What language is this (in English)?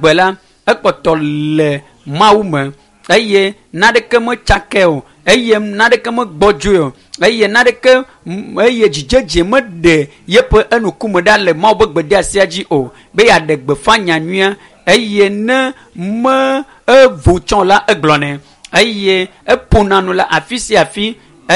Ewe